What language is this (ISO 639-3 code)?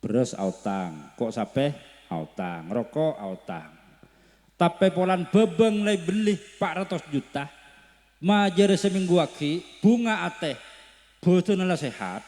mad